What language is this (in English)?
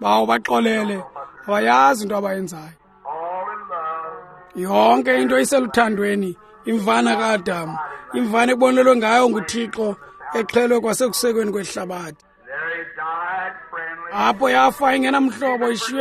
Xhosa